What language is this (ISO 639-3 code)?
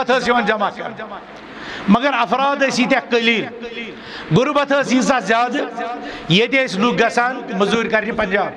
kas